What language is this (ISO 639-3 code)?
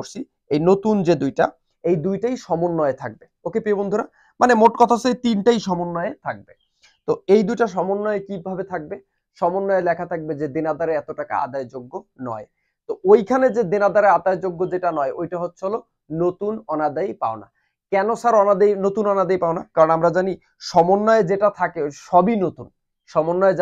ben